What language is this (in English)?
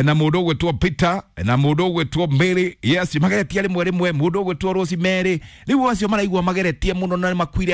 Kikuyu